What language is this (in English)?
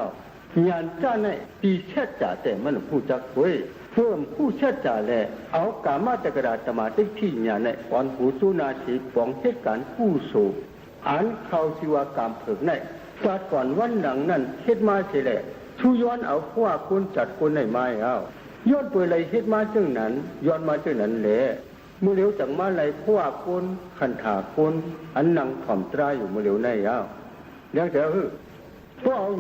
Shan